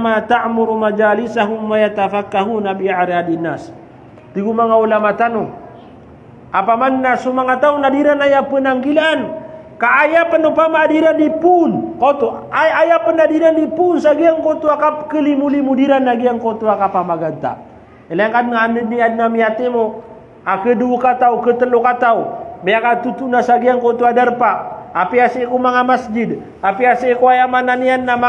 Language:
Maranao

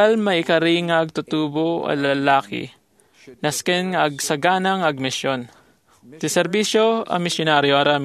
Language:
Iloko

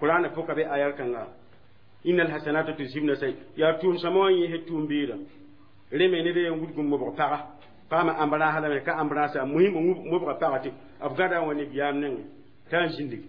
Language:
Mossi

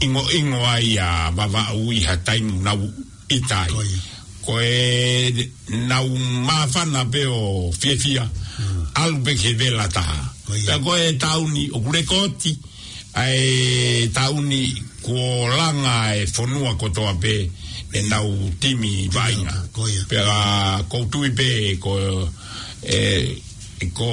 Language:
Tongan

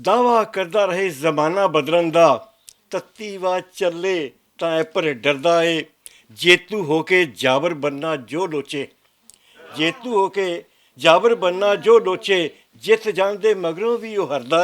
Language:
Western Panjabi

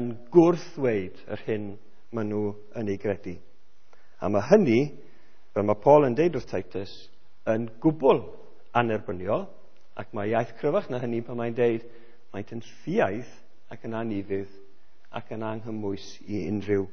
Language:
Welsh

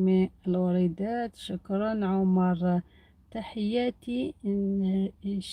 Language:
Algerian Arabic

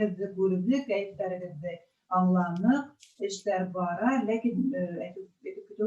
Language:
Bashkir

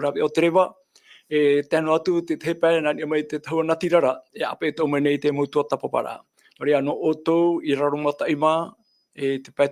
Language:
Tahitian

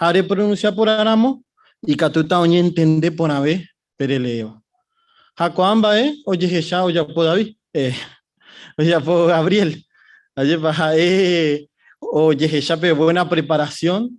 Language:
Guarani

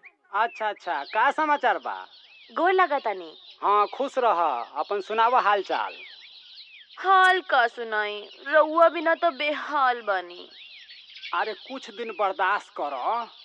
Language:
Bhojpuri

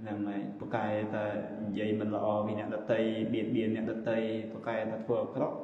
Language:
Khmer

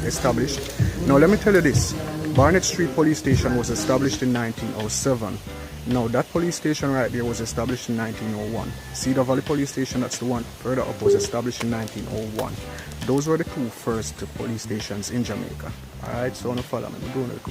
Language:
Jamaican Creole English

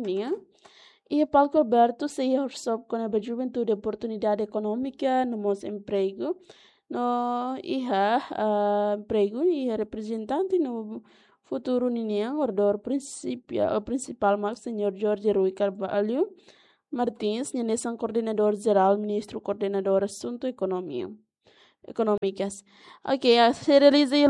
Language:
Tetum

